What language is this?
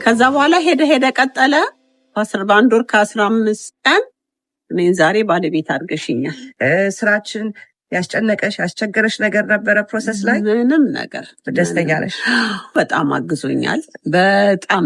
Amharic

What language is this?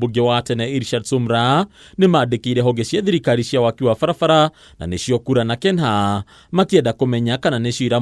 Kikuyu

